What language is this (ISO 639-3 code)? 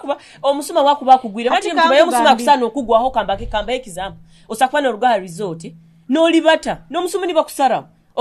nyo